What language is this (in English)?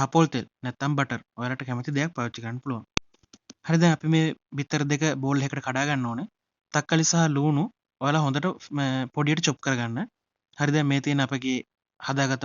Sinhala